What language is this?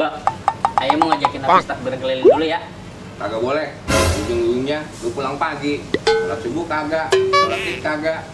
Betawi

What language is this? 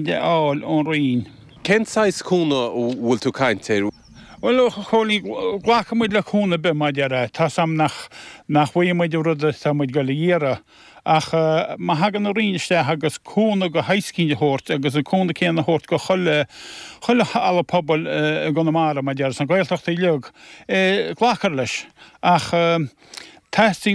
Irish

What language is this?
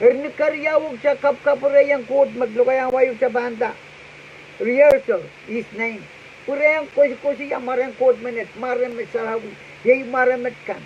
Pohnpeian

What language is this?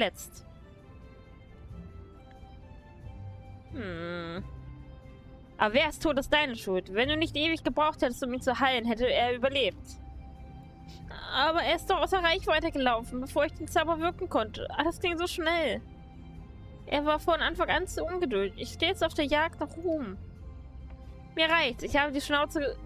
German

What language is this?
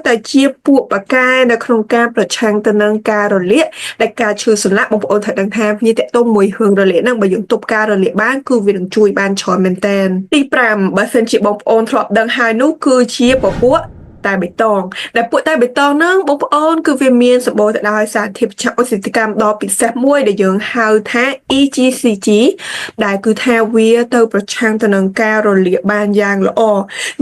Khmer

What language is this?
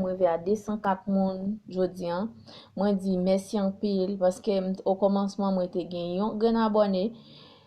Haitian Creole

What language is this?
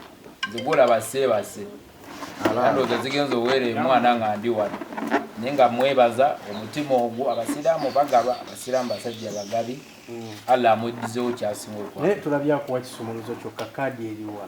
Ganda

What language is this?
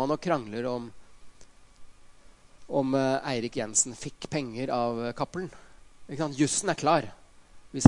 Norwegian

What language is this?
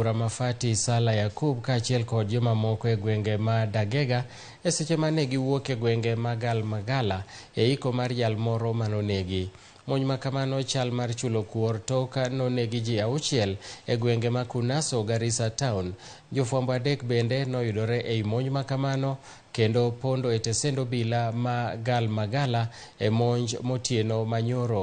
Luo (Kenya and Tanzania)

